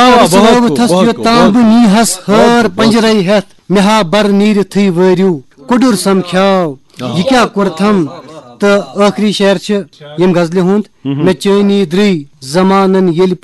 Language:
Kashmiri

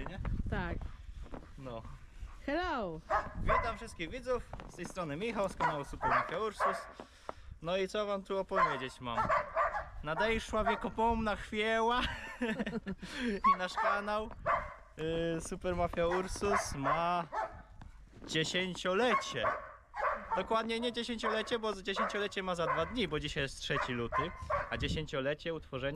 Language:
Polish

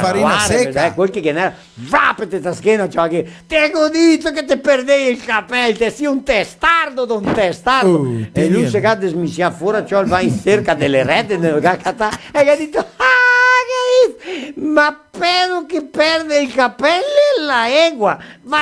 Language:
Venetian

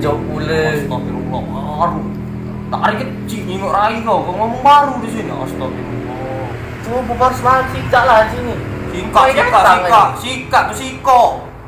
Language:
Musi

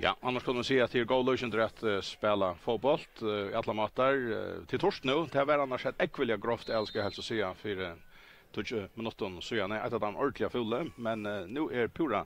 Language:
Faroese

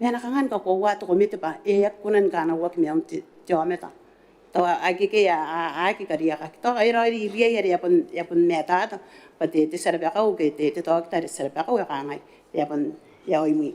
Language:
Gilbertese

